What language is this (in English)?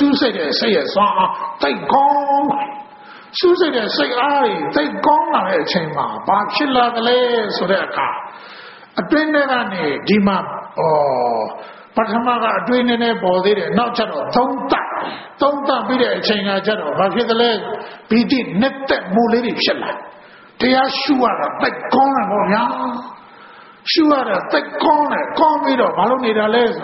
Burmese